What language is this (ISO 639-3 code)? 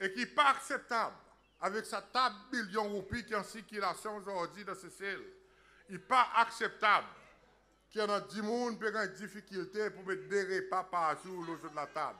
crs